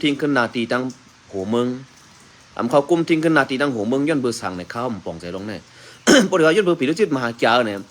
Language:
Shan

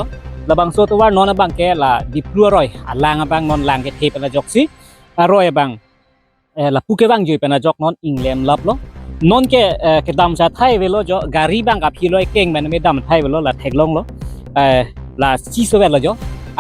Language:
Karbi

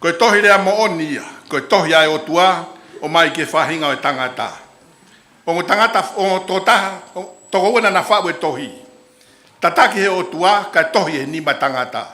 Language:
Tongan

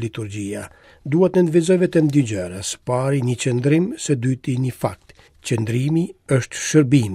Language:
Albanian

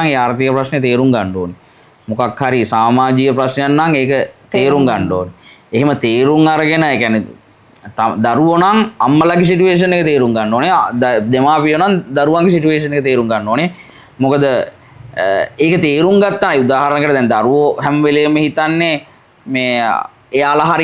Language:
Sinhala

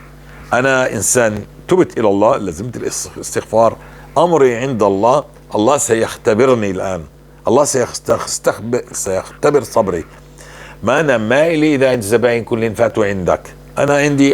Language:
North Levantine Arabic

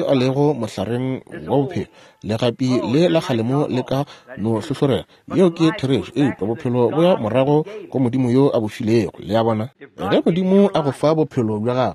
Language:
Northern Sotho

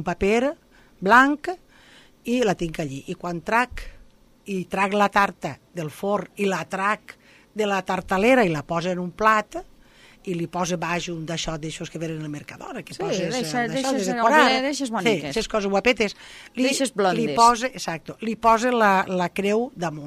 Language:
Catalan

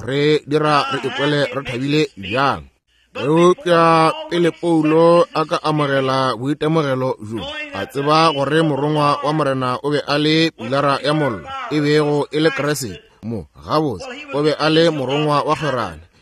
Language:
Northern Sotho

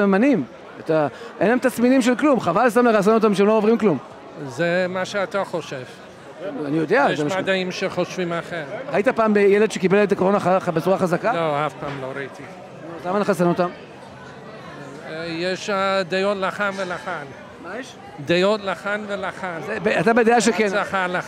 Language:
Hebrew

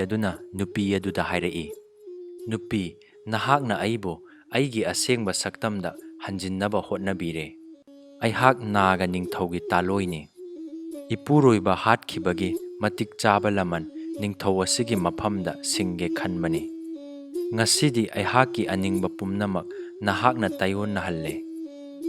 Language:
Manipuri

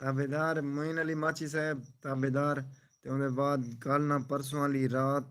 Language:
Saraiki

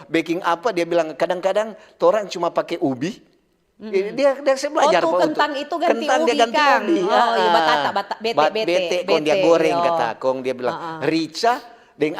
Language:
Manado Malay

